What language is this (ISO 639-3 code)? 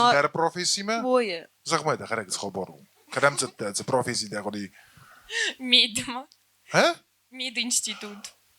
oss